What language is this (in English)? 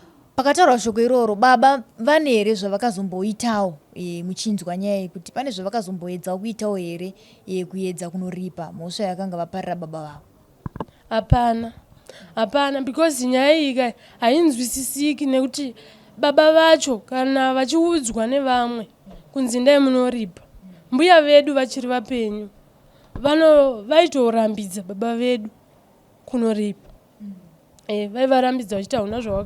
Shona